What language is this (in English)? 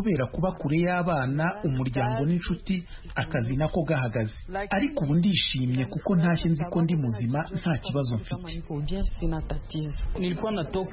Kinyarwanda